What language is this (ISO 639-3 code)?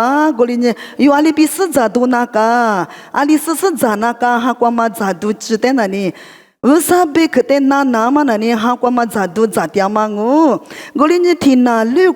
lis